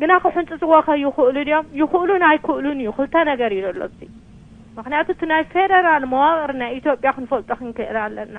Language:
Tigrinya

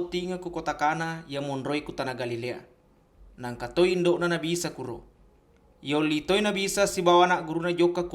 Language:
Buginese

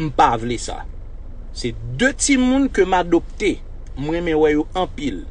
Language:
Haitian Creole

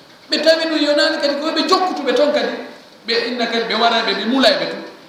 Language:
Fula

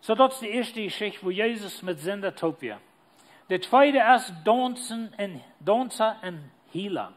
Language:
Plautdietsch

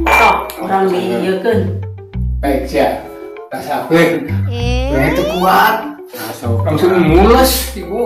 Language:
Sundanese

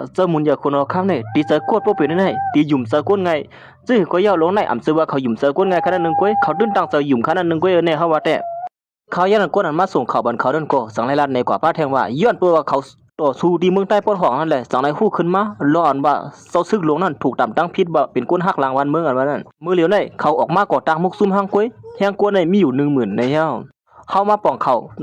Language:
Shan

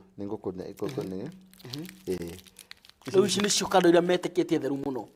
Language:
Kikuyu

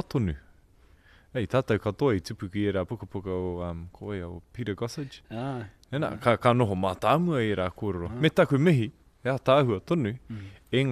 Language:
Māori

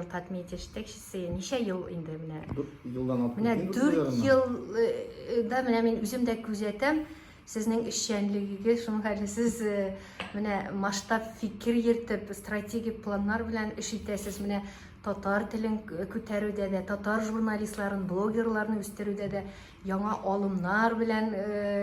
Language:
Tatar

